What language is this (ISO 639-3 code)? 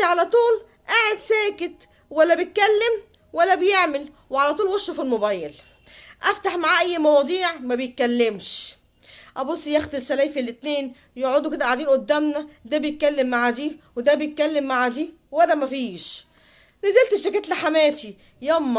arz